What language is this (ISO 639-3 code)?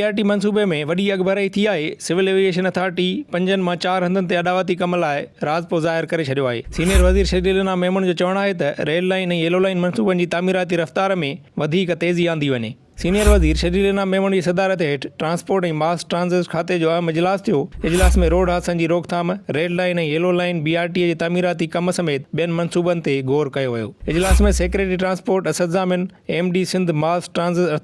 snd